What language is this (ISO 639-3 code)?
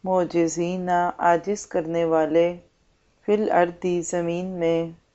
urd